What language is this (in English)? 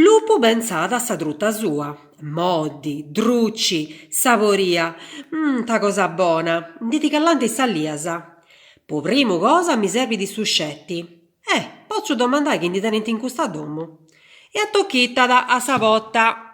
Sardinian